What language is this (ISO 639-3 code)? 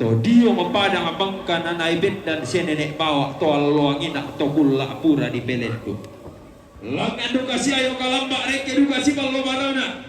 sda